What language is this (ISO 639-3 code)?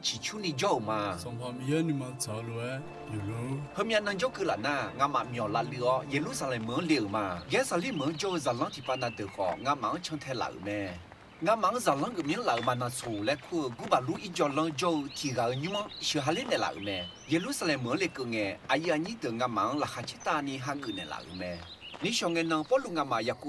ahk